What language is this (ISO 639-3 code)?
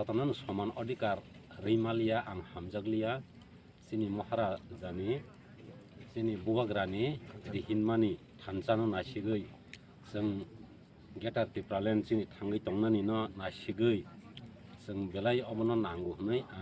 trp